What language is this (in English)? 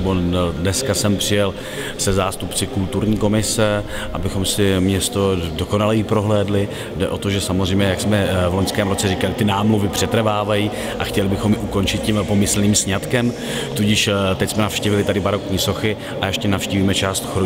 Czech